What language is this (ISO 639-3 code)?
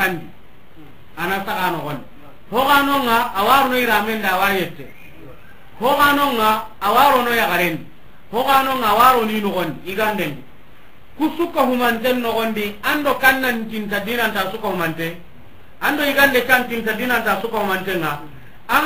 snk